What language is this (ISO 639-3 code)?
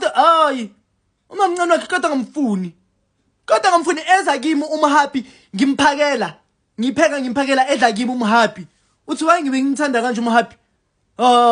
zul